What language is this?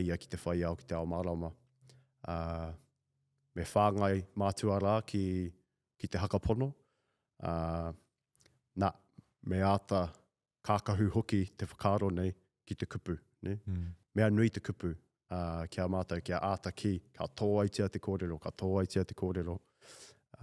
Māori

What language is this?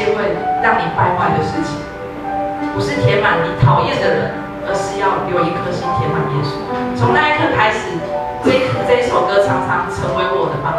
Chinese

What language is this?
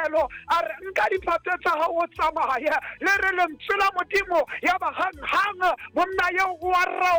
Southern Sotho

